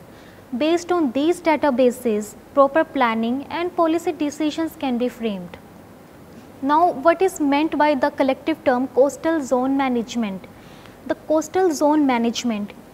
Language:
English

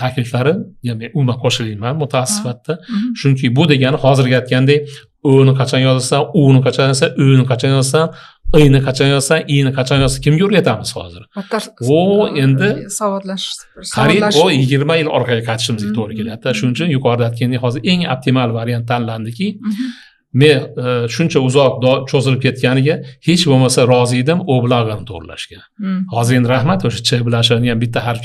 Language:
Uzbek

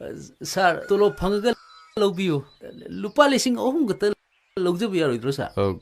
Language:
Manipuri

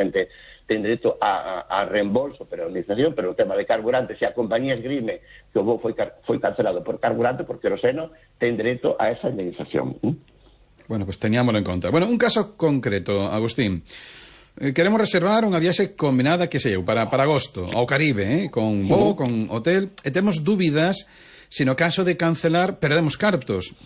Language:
Galician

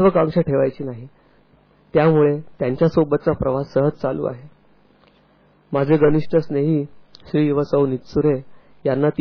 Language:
Marathi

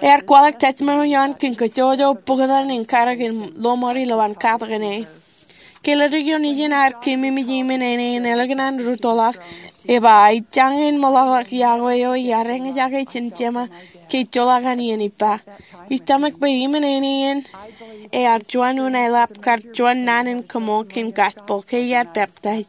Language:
Marshallese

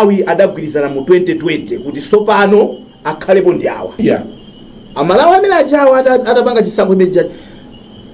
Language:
Nyanja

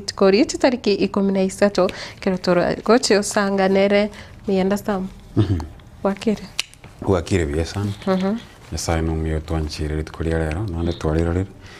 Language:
Gusii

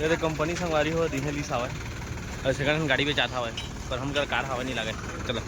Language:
Chhattisgarhi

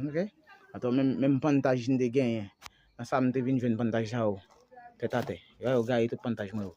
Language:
Haitian Creole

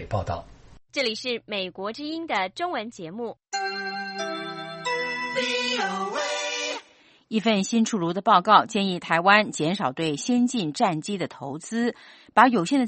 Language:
Chinese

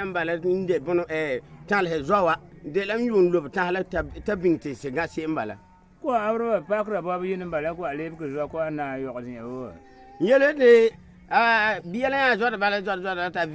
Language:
Frafra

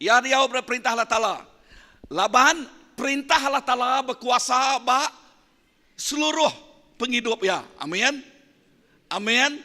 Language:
Iban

